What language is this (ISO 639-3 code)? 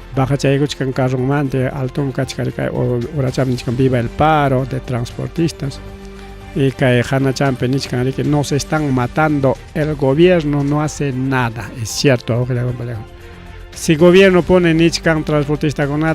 quy